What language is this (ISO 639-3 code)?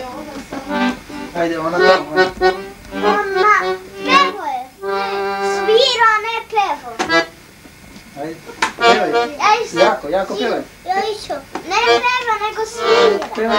srp